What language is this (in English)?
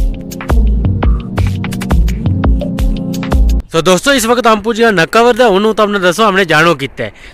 Hindi